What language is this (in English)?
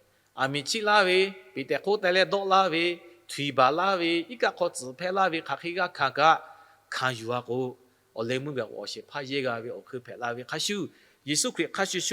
Lahu